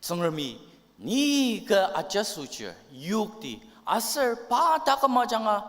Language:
Ao Naga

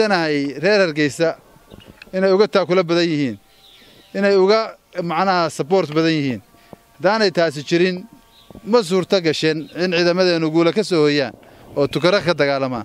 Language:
Somali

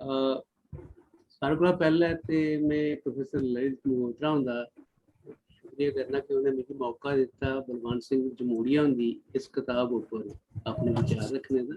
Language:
Dogri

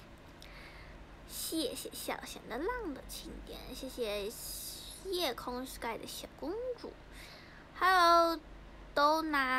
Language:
Chinese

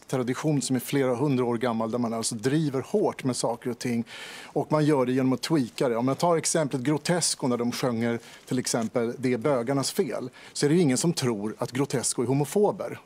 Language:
Swedish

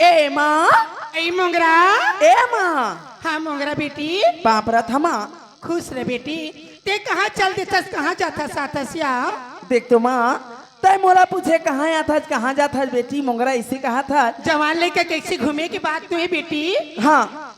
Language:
Chhattisgarhi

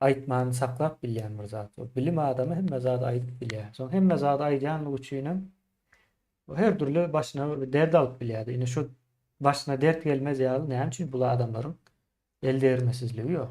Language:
Turkmen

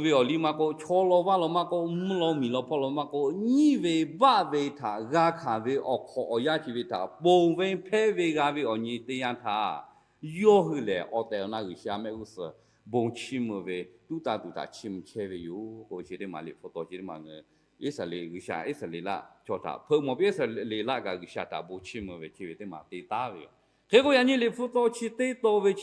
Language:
Lahu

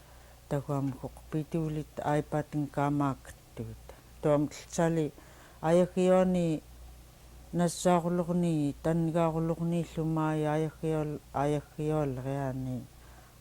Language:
Central Yupik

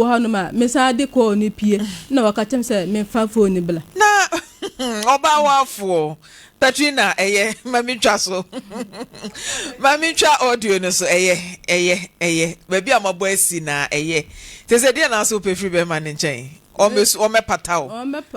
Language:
Akan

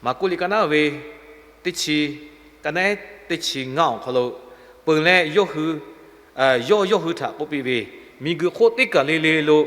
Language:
Lahu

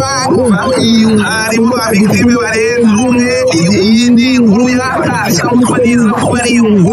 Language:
Kinyarwanda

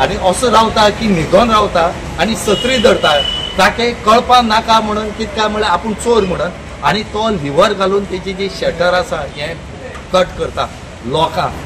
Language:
Konkani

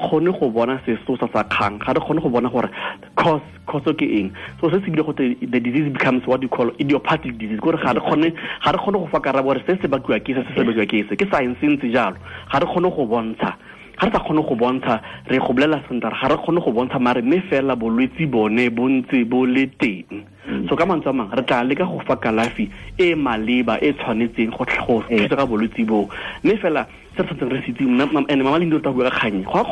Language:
Tswana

